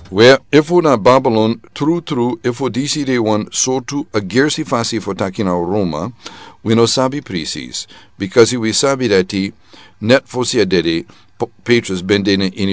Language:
Sranan Tongo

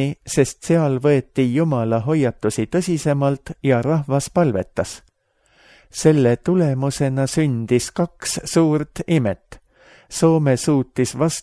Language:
Estonian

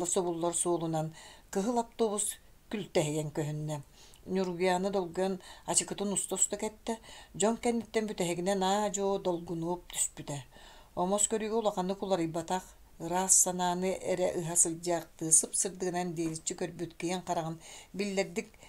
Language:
Yakut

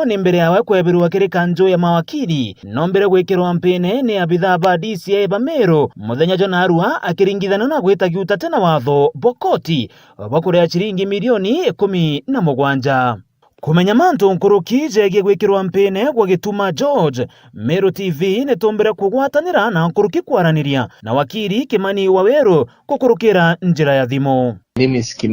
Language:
Meru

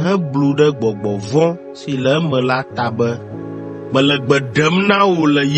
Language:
Ewe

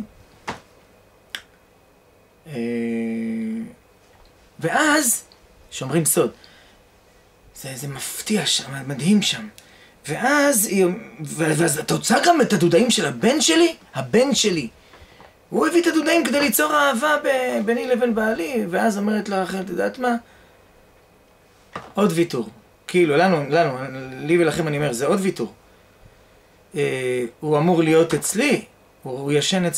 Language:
Hebrew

